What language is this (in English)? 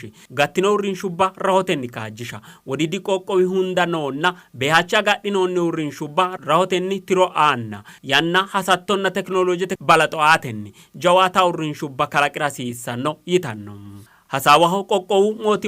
Sidamo